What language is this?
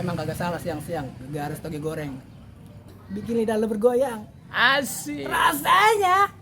Betawi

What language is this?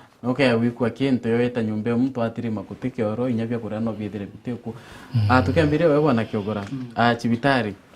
Meru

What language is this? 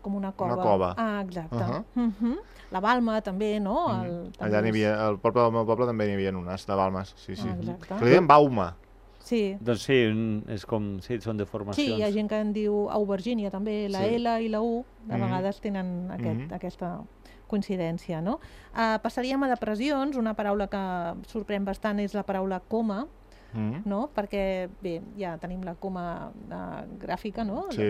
Catalan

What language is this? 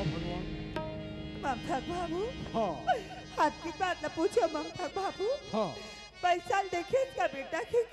Chhattisgarhi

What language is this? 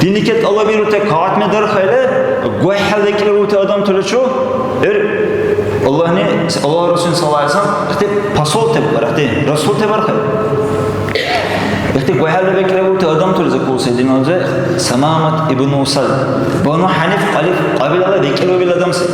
Dargwa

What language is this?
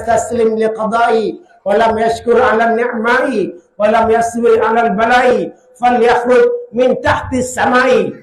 Achinese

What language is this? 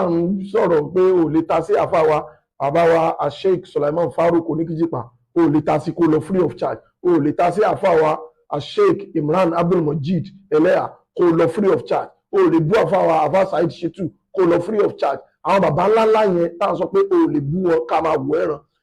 Yoruba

